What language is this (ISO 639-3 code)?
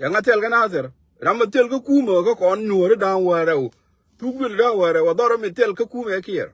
nus